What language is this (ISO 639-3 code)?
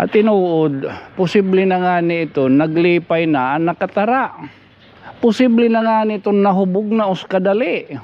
war